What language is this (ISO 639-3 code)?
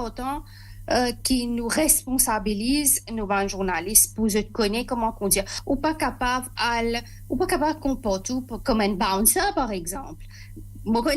mfe